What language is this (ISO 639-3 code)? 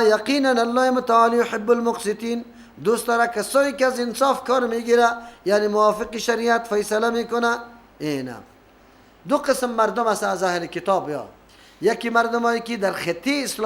fas